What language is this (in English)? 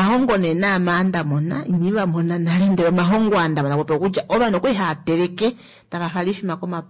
Kuanyama